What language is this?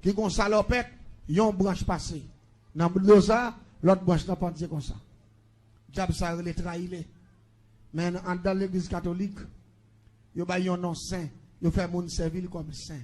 Haitian Creole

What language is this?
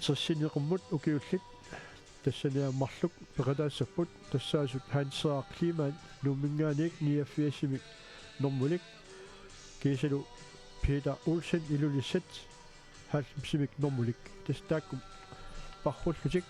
Kalaallisut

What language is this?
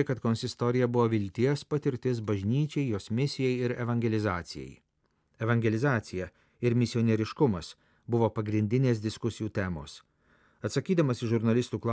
Lithuanian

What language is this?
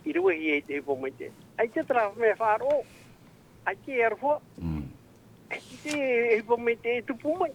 Tahitian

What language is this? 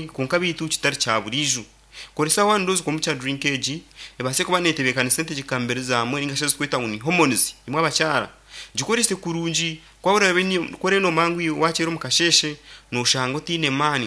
Nyankole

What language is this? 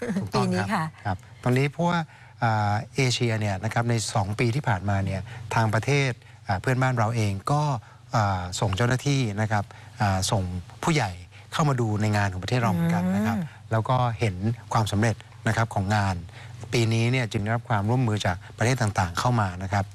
Thai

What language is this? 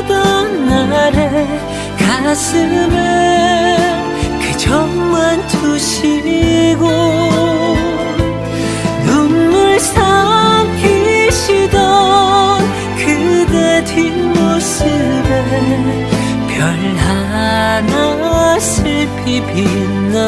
Korean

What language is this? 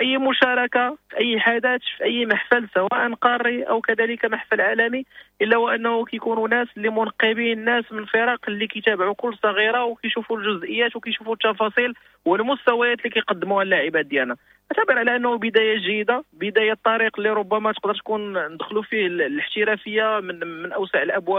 Moroccan Arabic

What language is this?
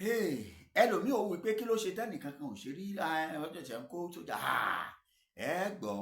Yoruba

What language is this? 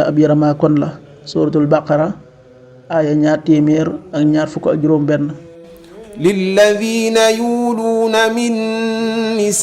Wolof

